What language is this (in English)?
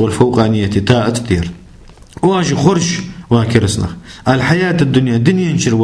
Ingush